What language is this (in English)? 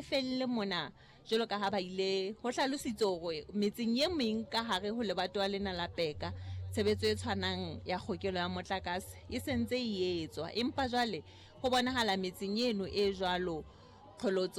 Southern Sotho